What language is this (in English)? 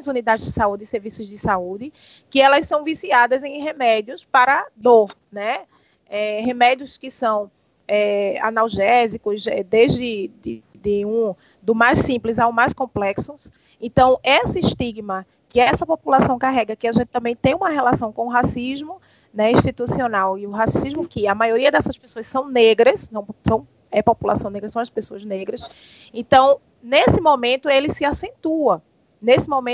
Portuguese